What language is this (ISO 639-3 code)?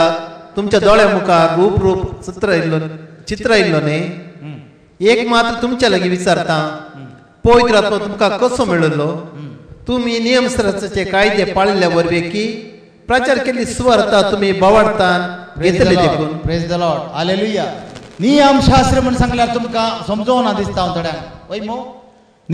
kok